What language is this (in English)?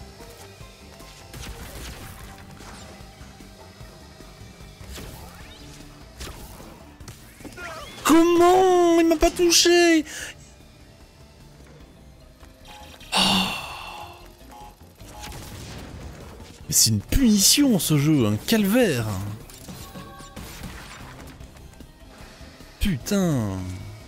French